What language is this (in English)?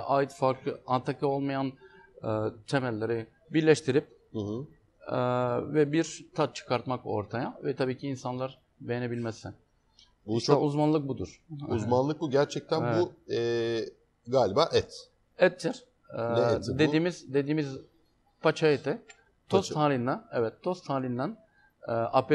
Turkish